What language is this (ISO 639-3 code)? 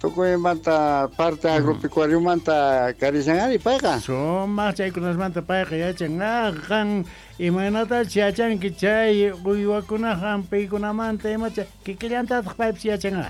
que